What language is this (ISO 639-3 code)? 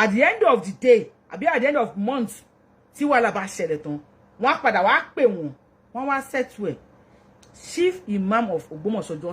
yor